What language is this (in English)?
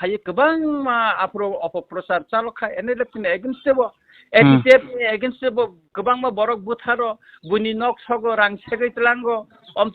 Kok Borok